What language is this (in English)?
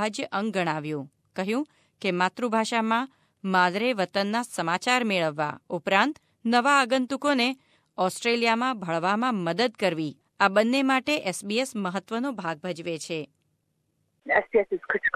Gujarati